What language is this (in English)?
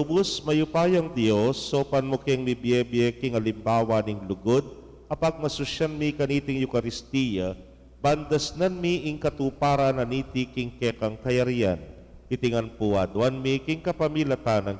Pampanga